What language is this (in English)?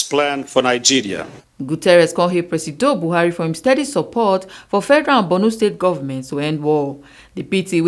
Nigerian Pidgin